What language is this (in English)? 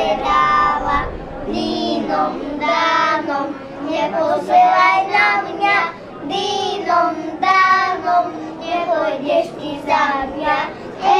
Slovak